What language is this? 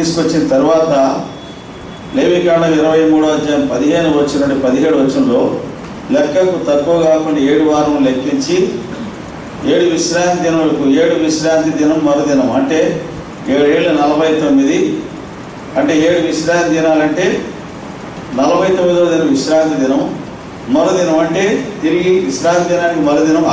Telugu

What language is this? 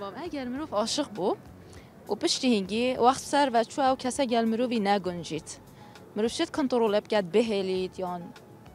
Kurdish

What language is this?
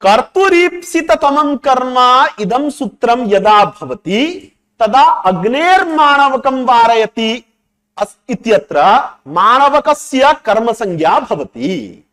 Sanskrit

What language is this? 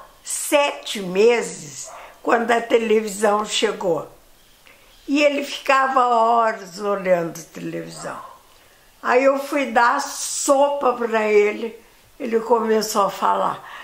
Portuguese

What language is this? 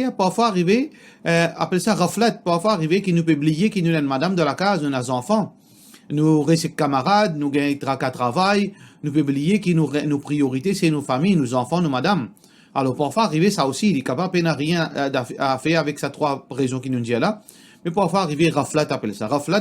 Morisyen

